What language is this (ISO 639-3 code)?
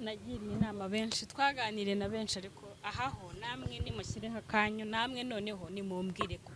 kin